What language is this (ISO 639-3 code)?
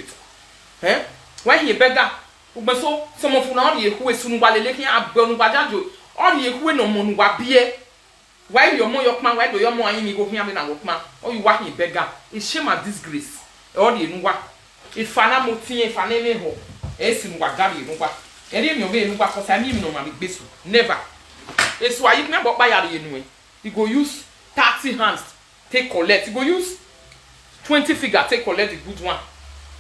pcm